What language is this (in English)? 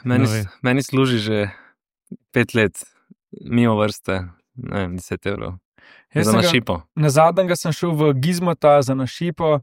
Slovenian